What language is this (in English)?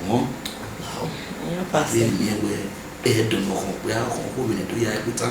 Bini